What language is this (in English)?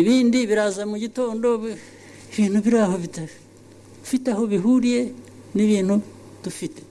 Kinyarwanda